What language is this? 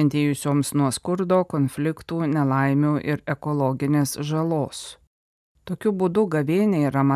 Lithuanian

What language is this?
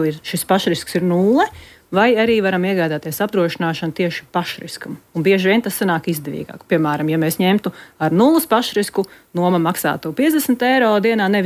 Latvian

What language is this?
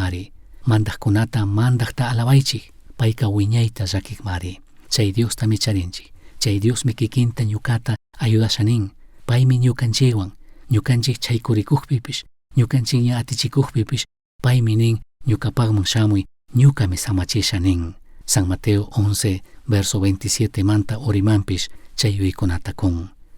Chimborazo Highland Quichua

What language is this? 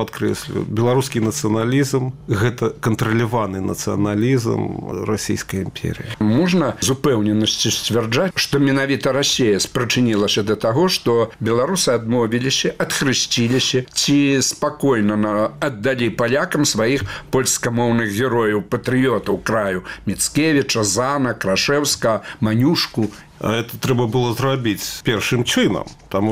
Belarusian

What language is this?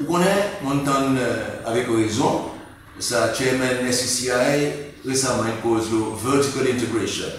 Seselwa Creole French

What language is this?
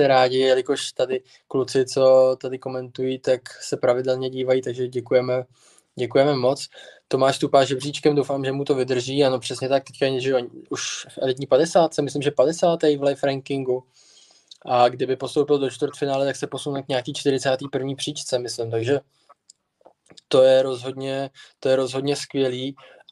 Czech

